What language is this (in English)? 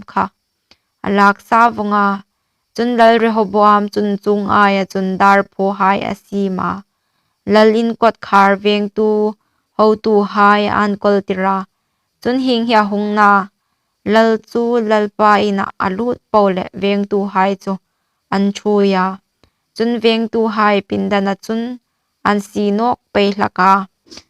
Hmar